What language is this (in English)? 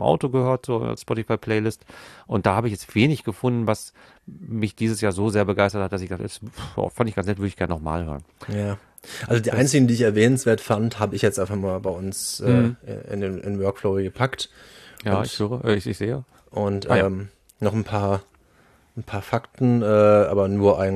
German